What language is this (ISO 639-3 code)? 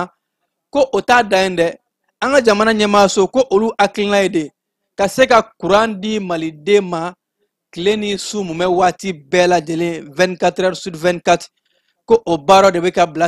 bam